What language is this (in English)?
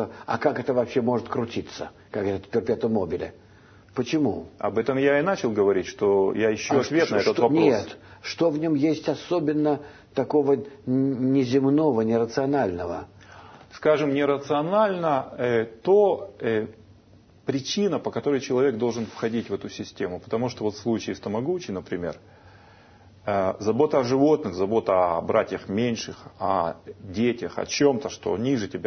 Russian